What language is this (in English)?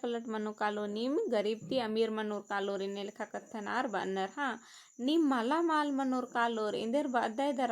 Kurukh